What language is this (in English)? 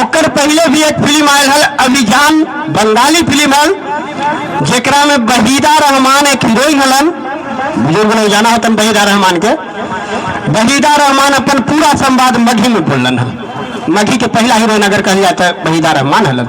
Magahi